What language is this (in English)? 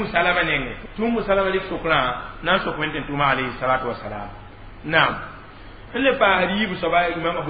Mossi